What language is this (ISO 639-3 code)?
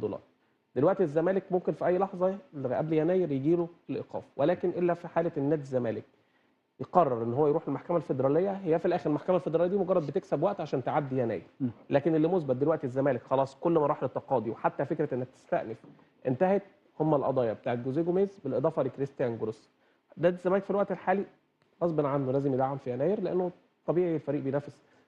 arz